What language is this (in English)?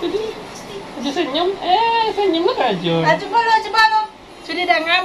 Minangkabau